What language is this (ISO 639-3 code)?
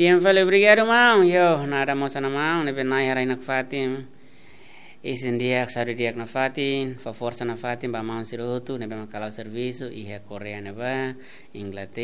tet